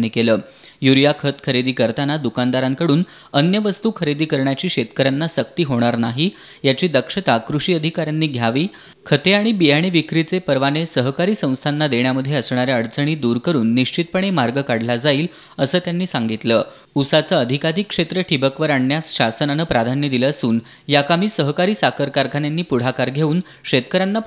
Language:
Marathi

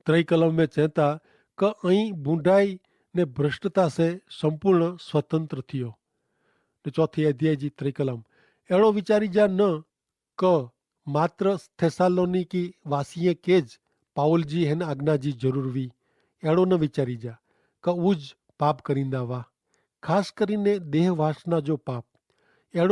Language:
Kachhi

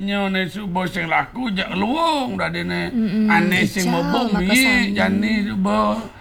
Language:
Balinese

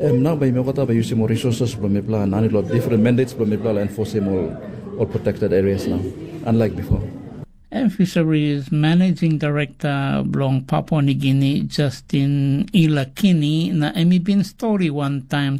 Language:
Tok Pisin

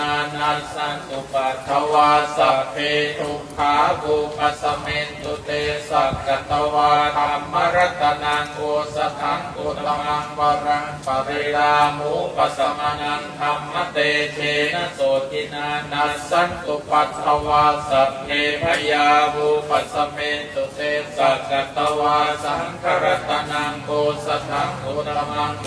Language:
Pali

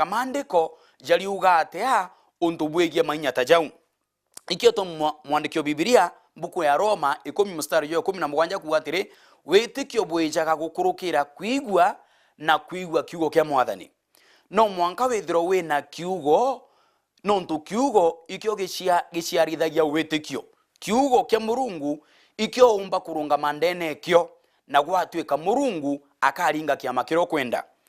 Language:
Meru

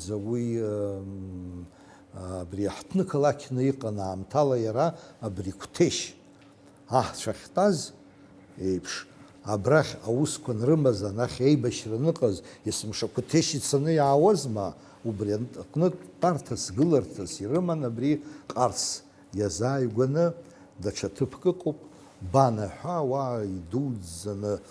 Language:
Abkhazian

